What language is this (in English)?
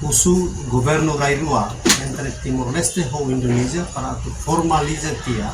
Tetum